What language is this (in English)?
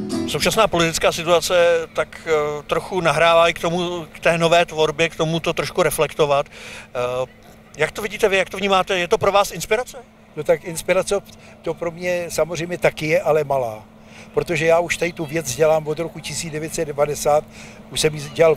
Czech